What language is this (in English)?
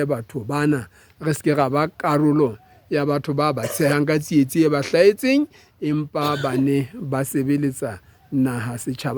Southern Sotho